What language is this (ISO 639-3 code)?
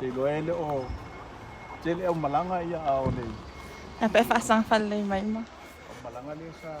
smo